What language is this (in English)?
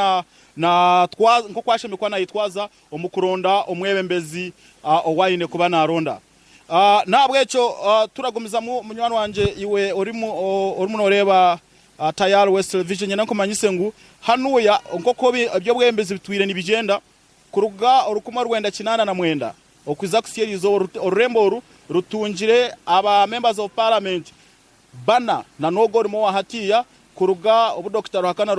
Nyankole